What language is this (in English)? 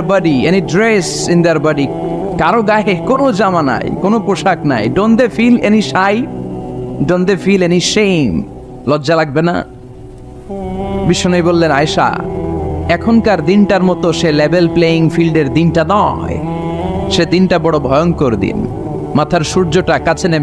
Bangla